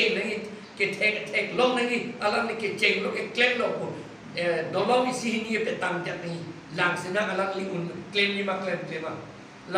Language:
Karbi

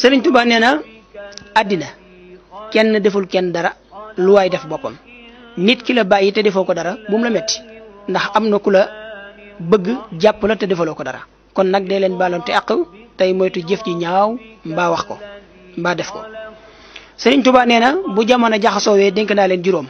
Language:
Wolof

